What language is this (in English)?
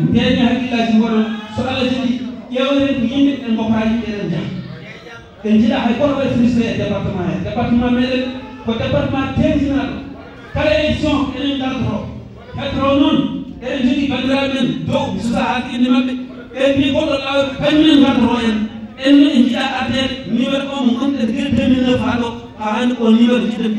Fula